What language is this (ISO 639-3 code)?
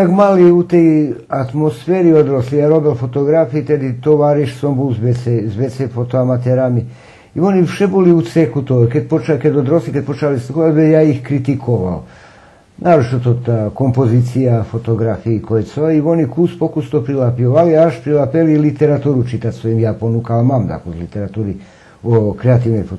rue